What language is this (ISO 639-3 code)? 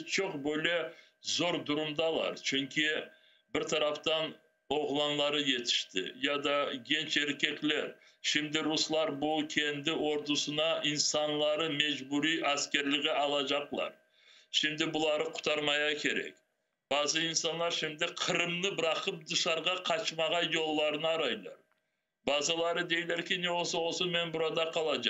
crh